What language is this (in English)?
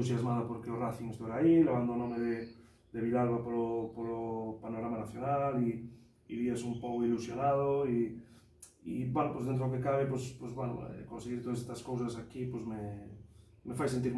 Galician